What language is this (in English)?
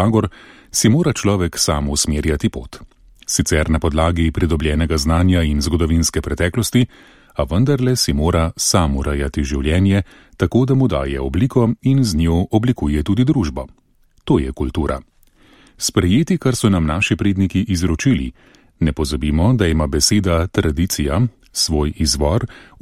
Slovenian